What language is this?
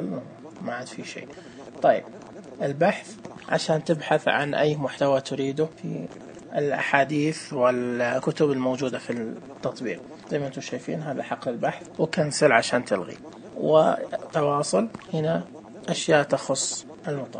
Najdi Arabic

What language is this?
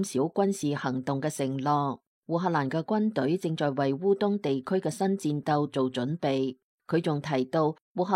Cantonese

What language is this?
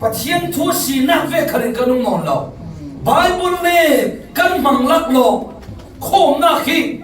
Falam Chin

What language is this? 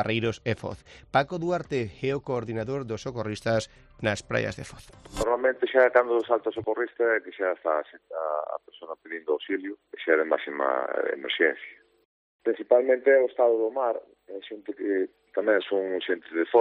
Galician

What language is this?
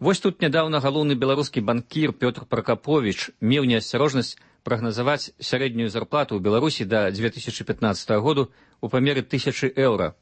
Belarusian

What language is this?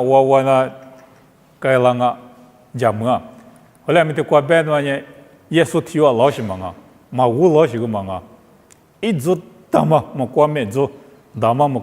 Lisu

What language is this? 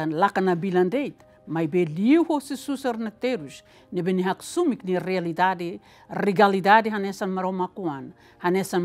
Tetum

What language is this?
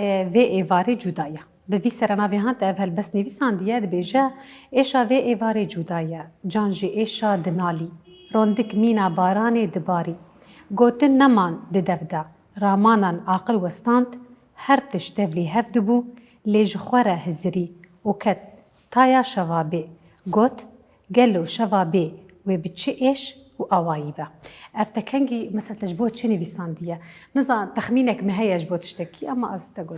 Kurdish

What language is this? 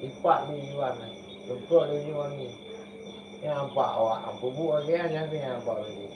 Achinese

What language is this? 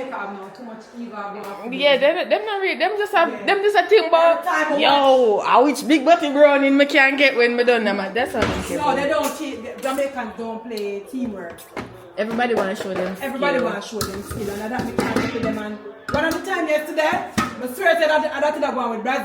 Jamaican Creole English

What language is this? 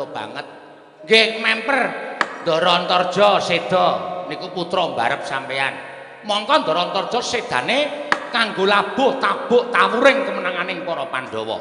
Javanese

